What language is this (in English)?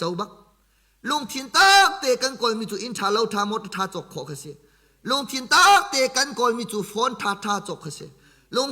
Hakha Chin